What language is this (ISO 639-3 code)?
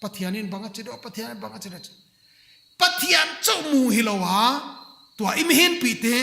pck